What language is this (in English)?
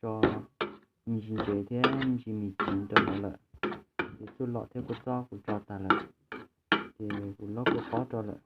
Hmong